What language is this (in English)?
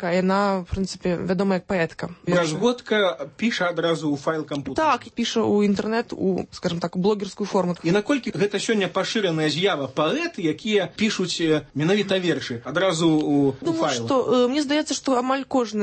Belarusian